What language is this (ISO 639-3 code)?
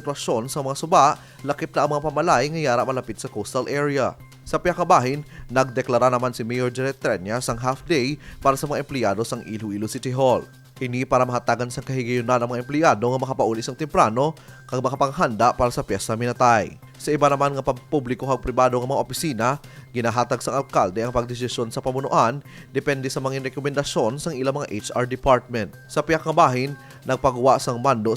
hil